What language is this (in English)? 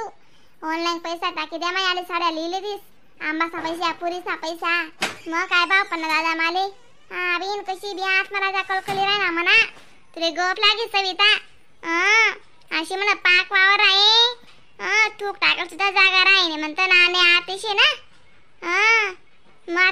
Khandesi